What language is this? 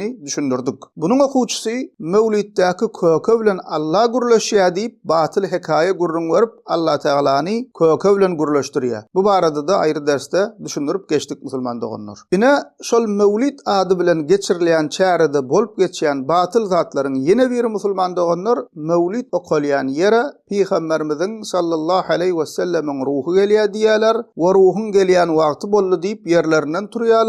Turkmen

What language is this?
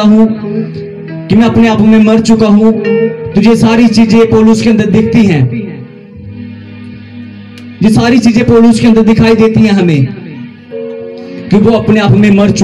Hindi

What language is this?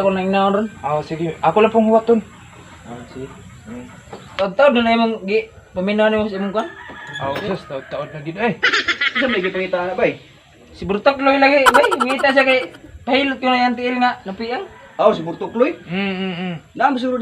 Cebuano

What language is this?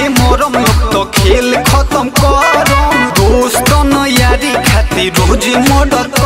Bhojpuri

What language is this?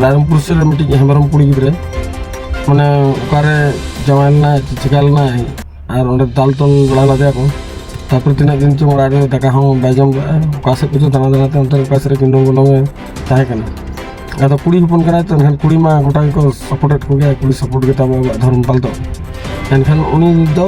Santali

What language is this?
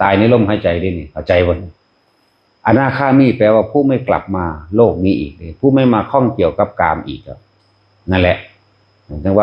Northeastern Thai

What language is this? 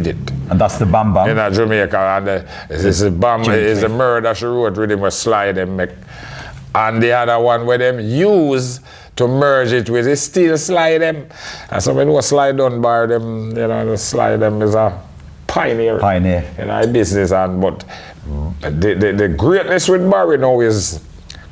Jamaican Creole English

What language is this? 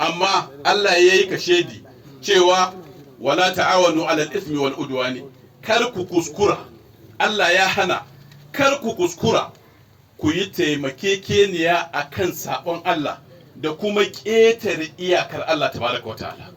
Hausa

